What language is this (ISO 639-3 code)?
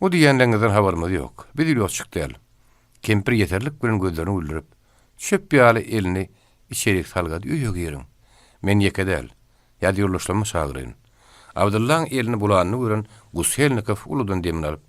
tuk